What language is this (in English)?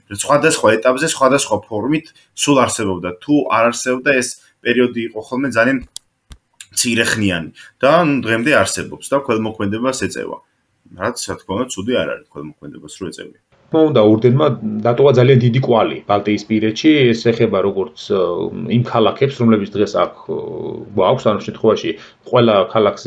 Georgian